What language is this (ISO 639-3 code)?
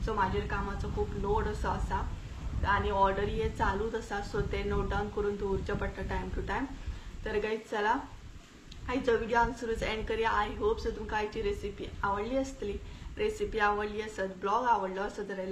kok